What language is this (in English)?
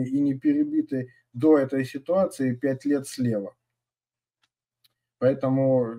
Russian